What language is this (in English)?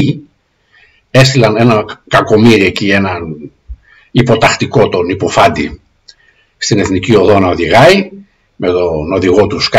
Greek